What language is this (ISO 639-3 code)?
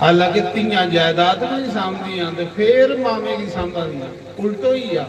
doi